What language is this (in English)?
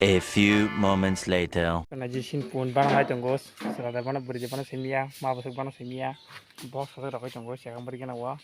Kok Borok